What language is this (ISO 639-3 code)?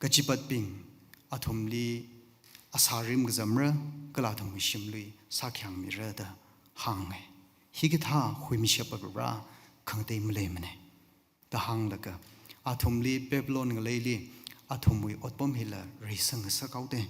nmf